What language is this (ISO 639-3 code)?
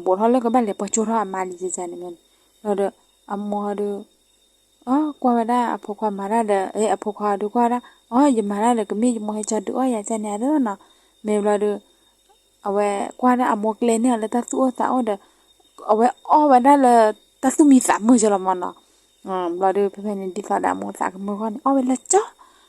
ksw